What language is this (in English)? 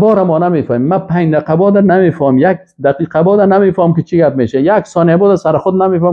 Persian